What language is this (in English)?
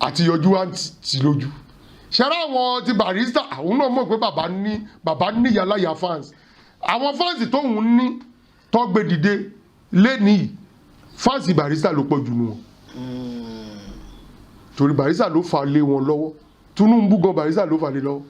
Yoruba